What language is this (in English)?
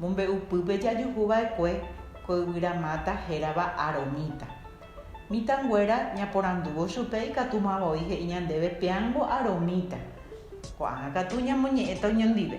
Guarani